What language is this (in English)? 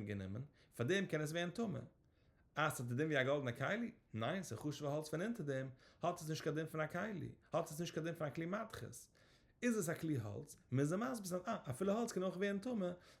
Yiddish